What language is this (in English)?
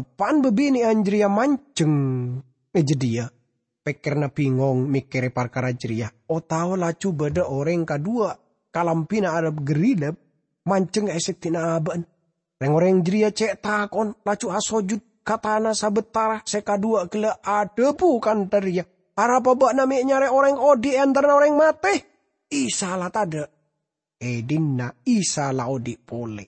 Madurese